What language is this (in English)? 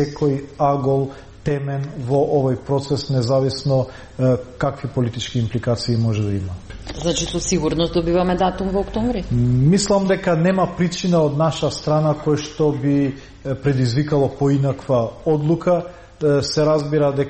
Macedonian